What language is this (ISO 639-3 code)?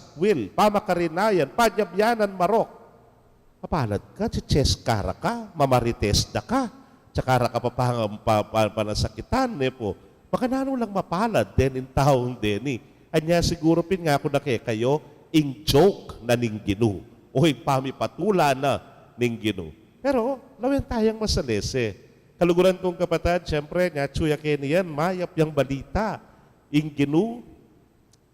pam